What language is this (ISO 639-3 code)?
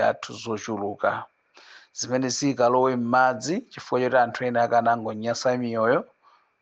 nya